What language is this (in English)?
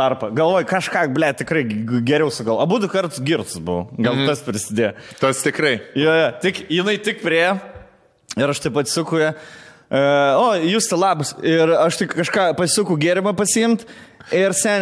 Lithuanian